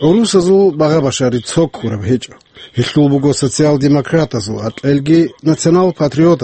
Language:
Avaric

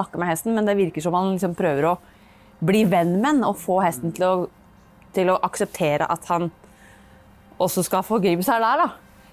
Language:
Norwegian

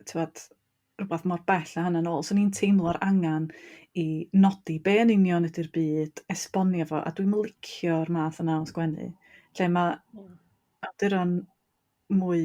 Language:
Welsh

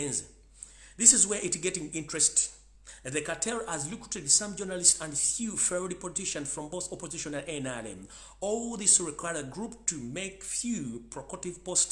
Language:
Ganda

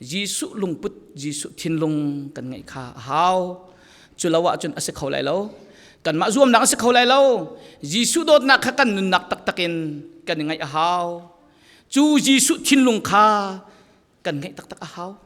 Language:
Falam Chin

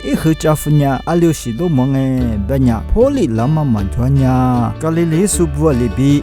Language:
Lisu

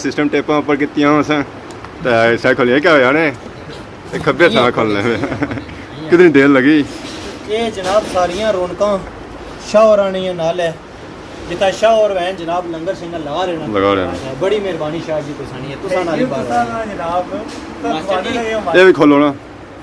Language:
Pahari-Potwari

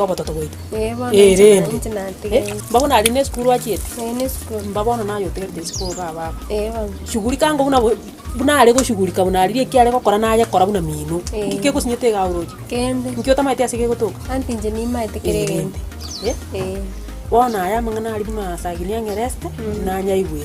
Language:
Gusii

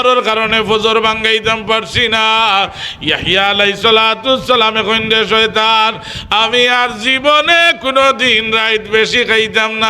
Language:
Sylheti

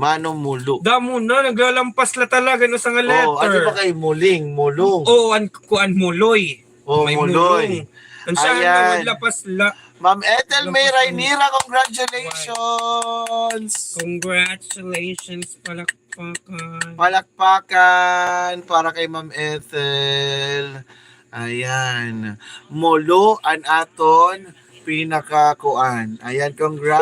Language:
Waray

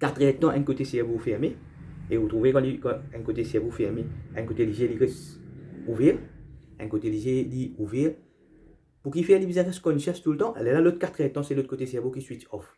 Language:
Morisyen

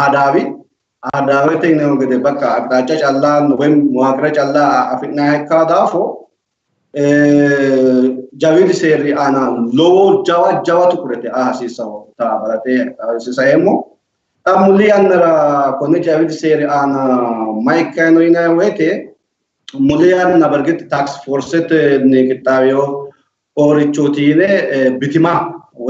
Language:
Sidamo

